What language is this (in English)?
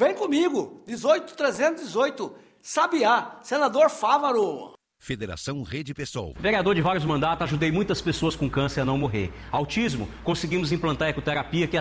Portuguese